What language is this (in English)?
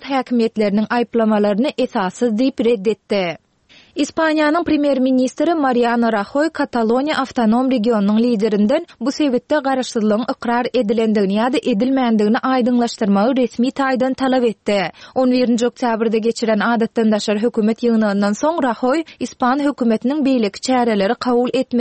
Turkmen